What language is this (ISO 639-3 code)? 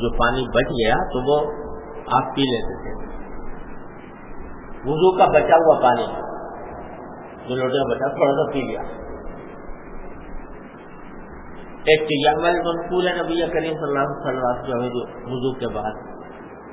urd